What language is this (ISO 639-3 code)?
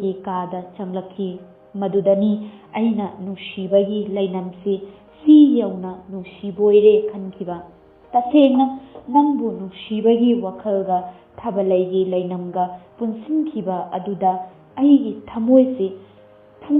mni